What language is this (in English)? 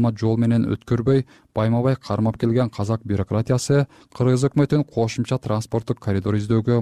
Kyrgyz